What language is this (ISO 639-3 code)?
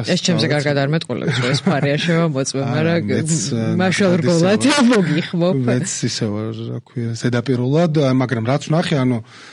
kat